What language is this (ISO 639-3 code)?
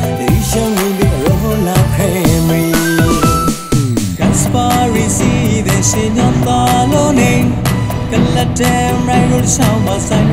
mya